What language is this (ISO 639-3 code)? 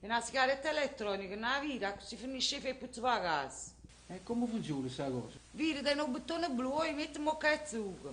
nap